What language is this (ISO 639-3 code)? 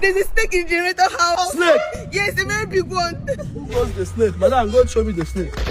pcm